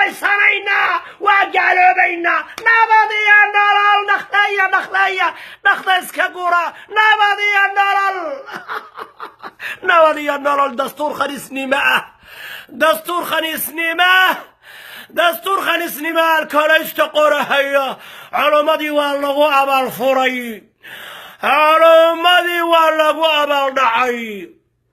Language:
Somali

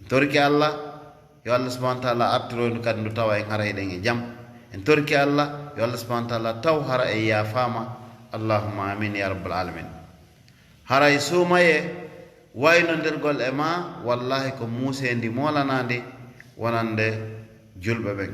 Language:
Fula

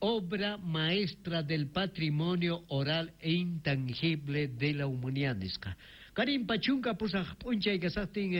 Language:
Quechua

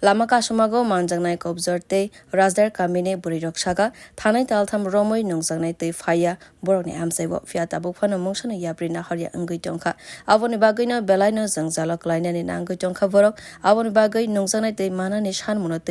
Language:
Kok Borok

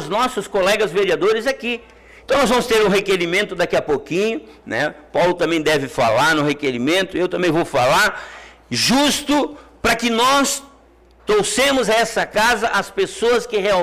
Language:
Portuguese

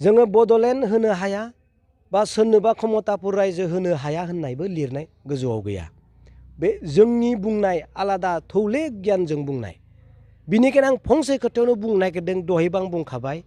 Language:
Bodo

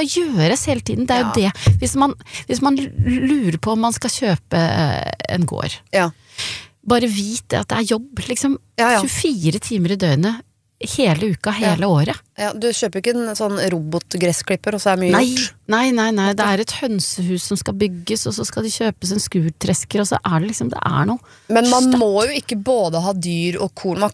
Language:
Norwegian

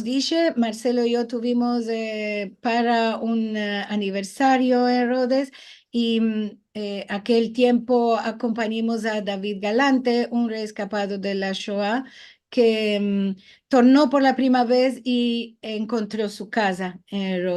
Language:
Ladino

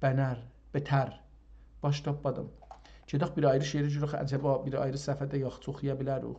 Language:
South Azerbaijani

